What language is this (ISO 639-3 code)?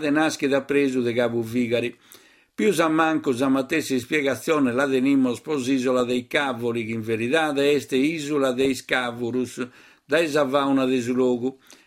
srd